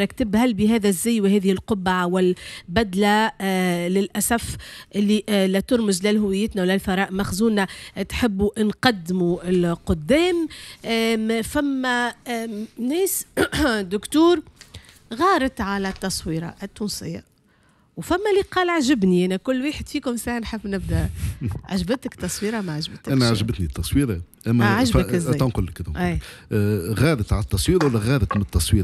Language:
Tunisian Arabic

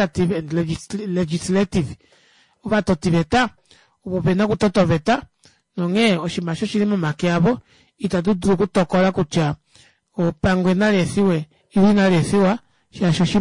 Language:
Kuanyama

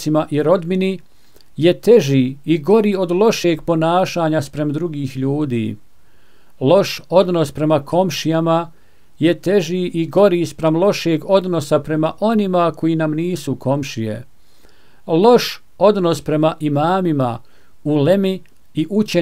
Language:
Bosnian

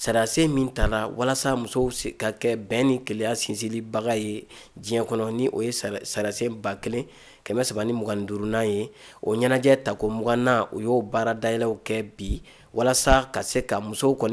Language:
Bambara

